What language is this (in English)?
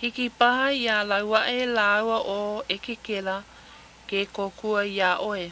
Hawaiian